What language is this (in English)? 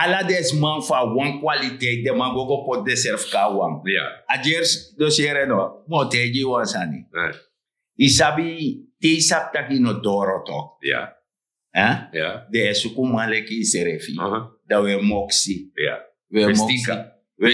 Sranan Tongo